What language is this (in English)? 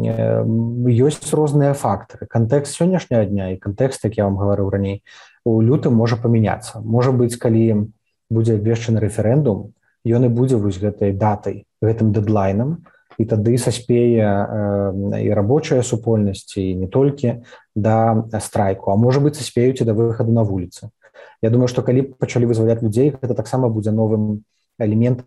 Belarusian